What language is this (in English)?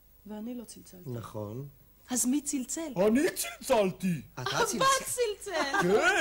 Hebrew